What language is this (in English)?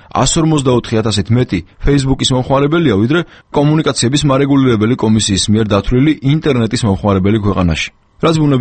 Georgian